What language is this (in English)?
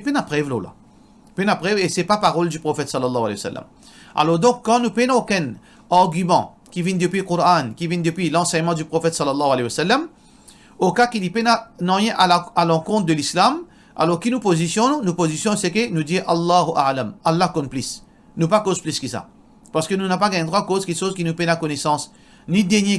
Morisyen